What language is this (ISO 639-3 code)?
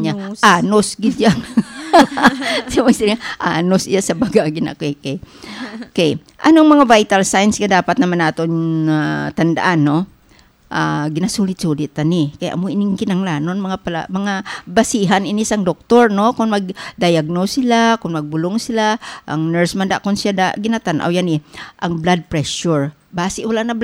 hil